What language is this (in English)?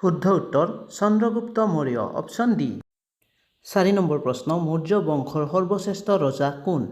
Assamese